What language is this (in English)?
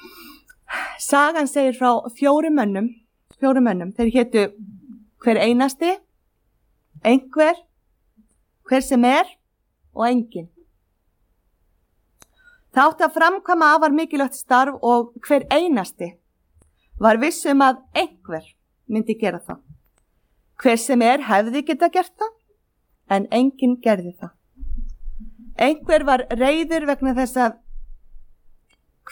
Icelandic